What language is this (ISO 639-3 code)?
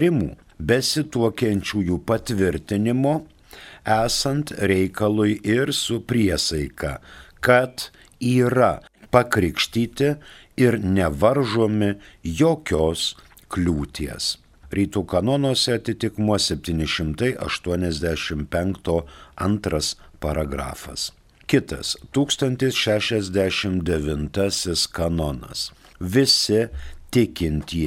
lit